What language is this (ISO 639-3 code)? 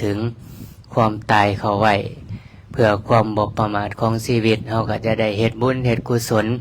lao